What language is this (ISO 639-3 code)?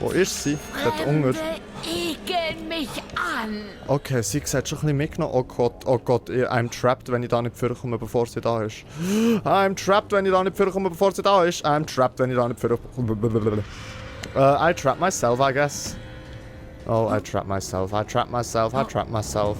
gsw